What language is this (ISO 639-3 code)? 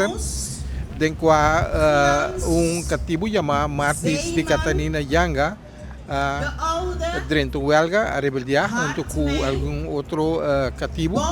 pap